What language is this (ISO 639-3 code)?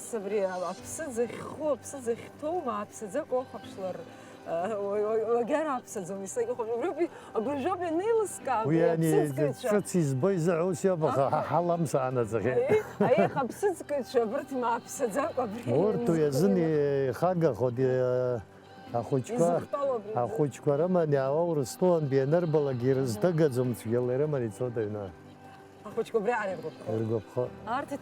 abk